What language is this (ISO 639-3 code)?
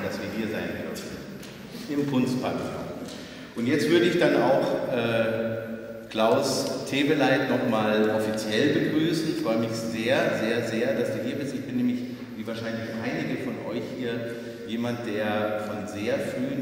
deu